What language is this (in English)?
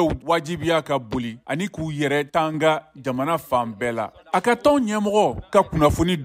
Bambara